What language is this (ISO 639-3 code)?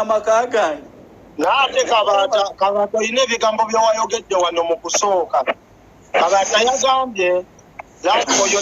lug